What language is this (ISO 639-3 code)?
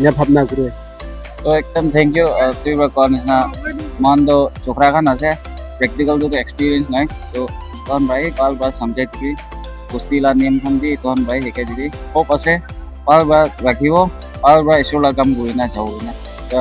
nag